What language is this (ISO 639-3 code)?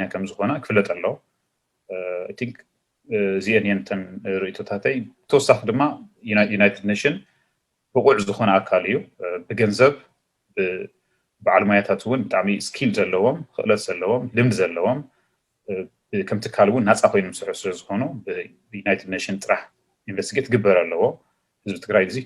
tir